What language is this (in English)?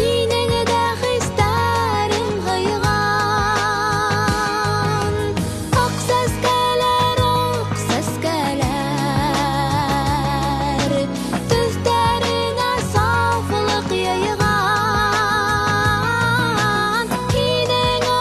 Bashkir